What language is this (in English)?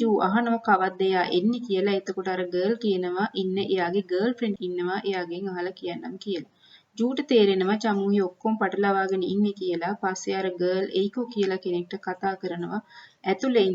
Sinhala